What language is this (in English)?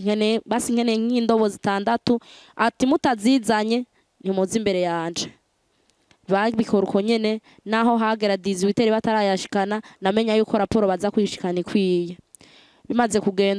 Rundi